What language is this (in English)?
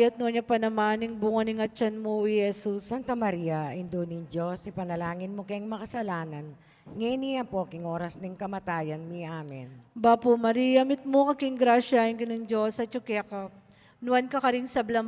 Pampanga